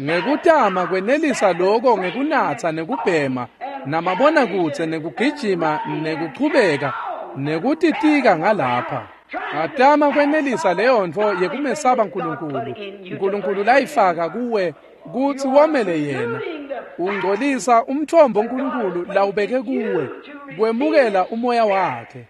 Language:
Swati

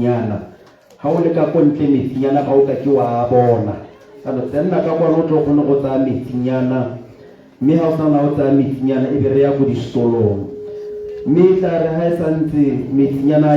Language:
Tswana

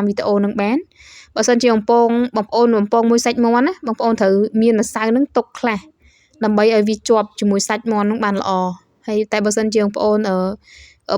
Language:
Khmer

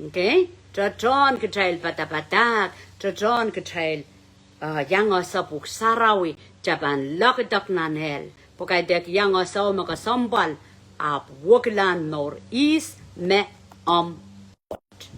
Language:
Pohnpeian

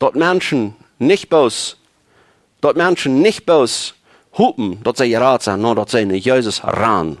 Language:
Plautdietsch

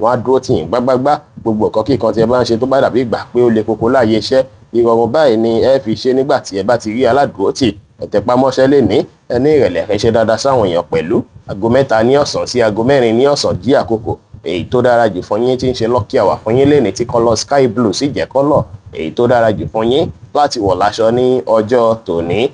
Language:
Yoruba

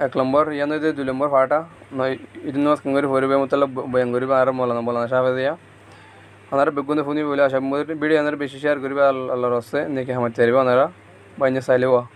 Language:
Rohingya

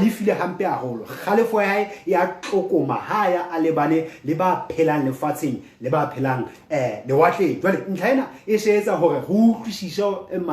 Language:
Southern Sotho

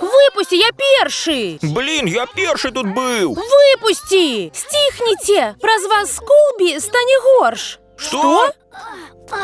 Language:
Belarusian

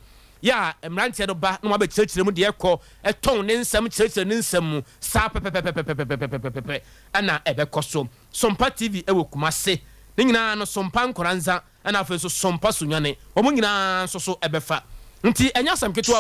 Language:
Akan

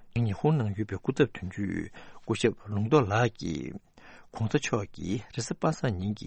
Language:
Tibetan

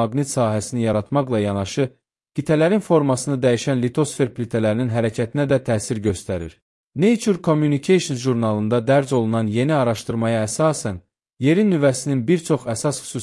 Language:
Azerbaijani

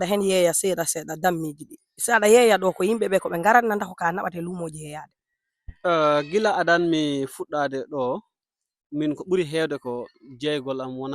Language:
Fula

